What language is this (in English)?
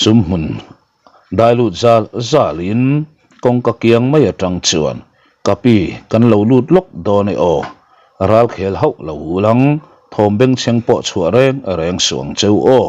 Mizo